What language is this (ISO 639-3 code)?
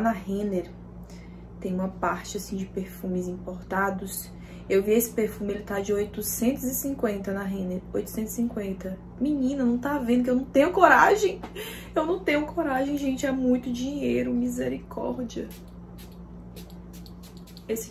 por